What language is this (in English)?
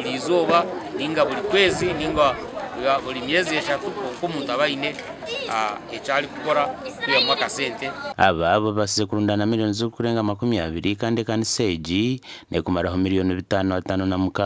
Nyankole